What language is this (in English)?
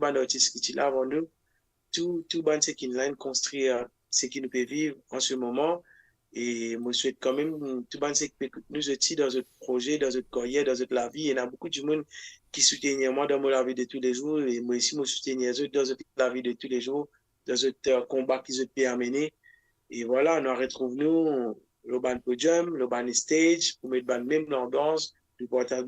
Morisyen